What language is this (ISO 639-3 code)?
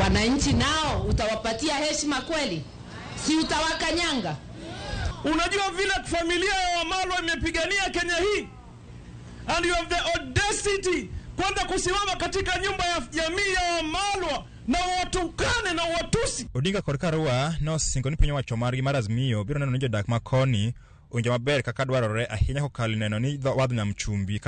luo